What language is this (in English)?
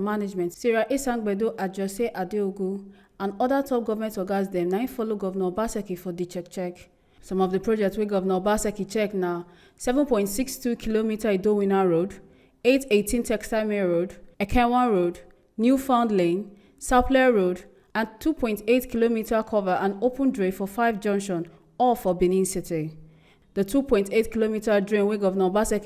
Nigerian Pidgin